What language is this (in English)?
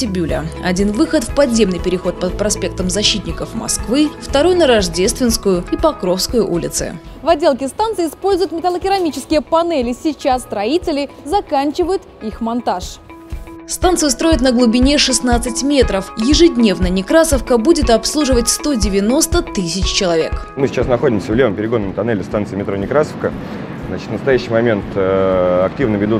Russian